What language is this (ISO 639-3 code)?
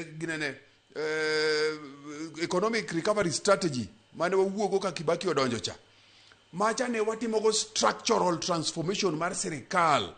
luo